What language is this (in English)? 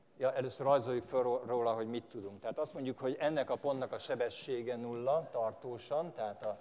Hungarian